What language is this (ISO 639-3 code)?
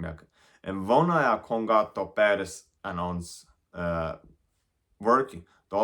pdt